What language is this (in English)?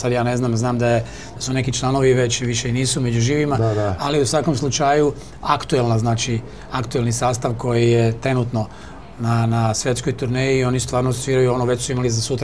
Serbian